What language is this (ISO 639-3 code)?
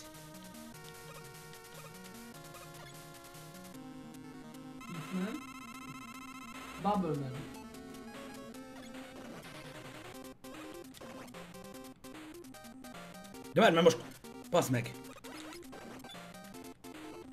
hun